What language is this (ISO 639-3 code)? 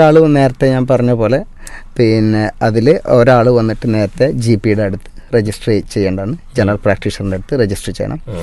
mal